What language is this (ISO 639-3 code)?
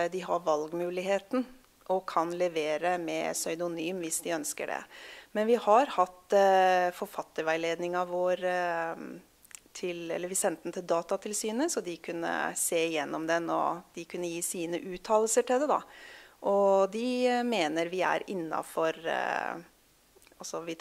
nor